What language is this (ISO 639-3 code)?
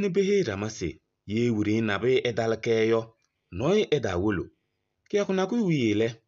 kbp